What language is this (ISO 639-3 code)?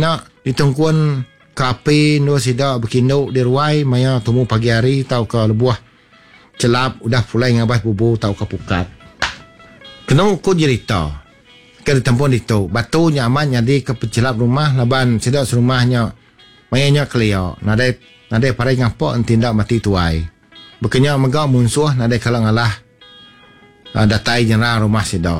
iba